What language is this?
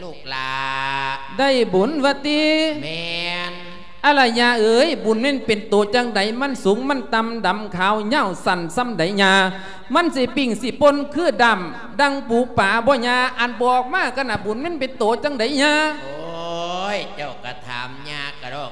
Lao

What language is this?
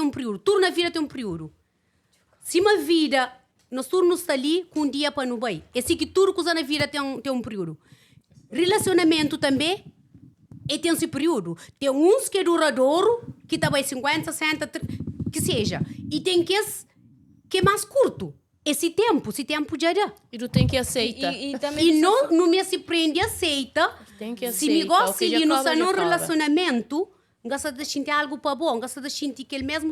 Kabuverdianu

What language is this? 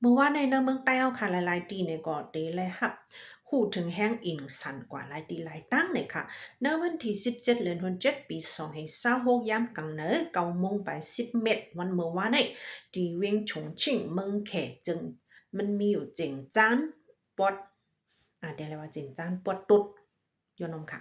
Shan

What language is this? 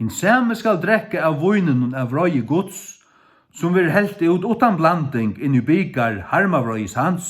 Faroese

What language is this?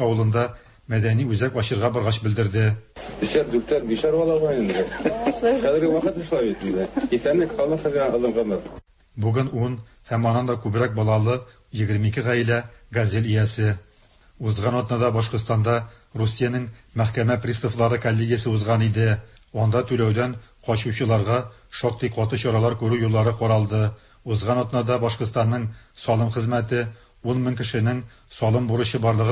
Tatar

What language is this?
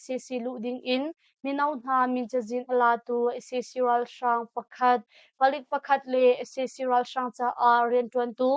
Hakha Chin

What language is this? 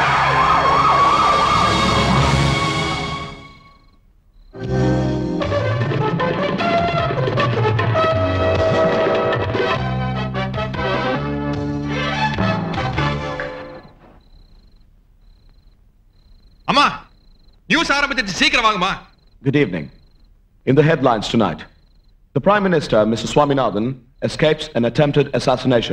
Tamil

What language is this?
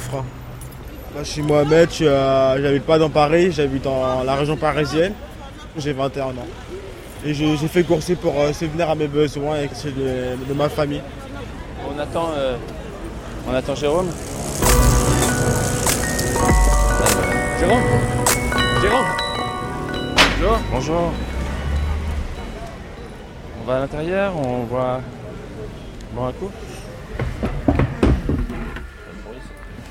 French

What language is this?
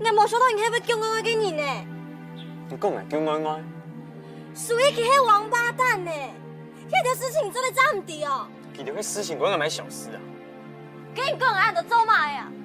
Hakka Chinese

